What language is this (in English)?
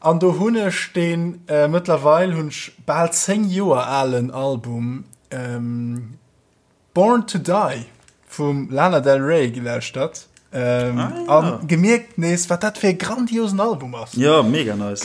Luxembourgish